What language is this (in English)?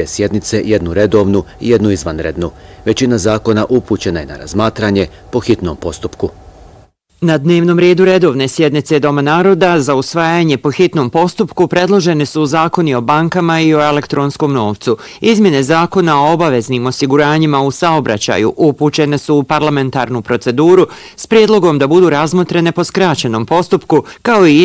Bosnian